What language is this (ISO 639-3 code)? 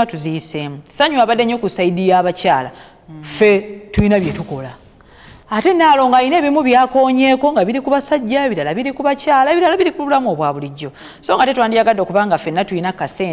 lug